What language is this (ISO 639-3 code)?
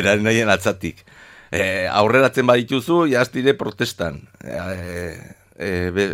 eus